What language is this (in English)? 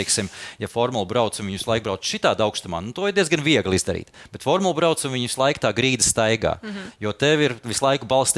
Latvian